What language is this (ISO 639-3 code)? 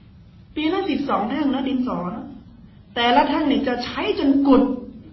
tha